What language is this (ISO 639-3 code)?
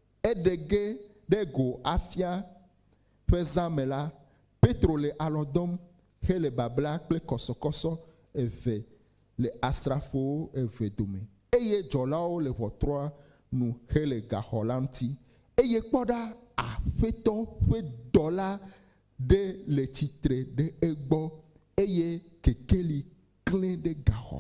ewe